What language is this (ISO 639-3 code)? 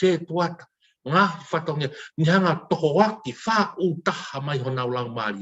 ton